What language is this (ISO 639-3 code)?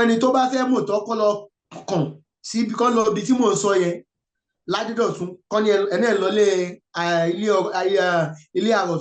yor